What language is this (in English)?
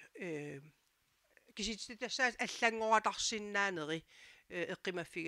Kalaallisut